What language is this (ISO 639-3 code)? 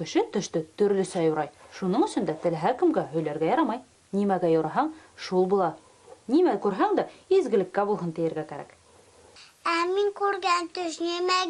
bak